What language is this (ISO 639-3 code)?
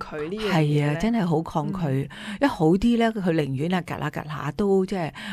yue